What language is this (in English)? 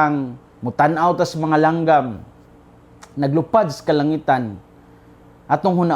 Cebuano